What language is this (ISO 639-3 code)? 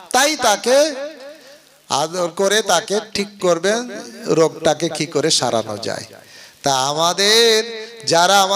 ben